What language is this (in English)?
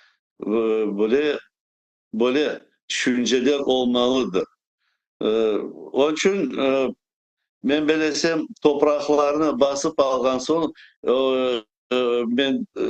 Crimean Tatar